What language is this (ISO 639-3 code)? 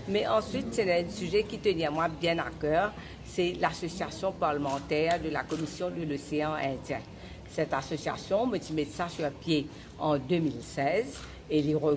mfe